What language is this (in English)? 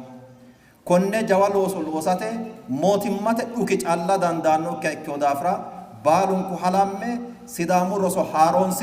Sidamo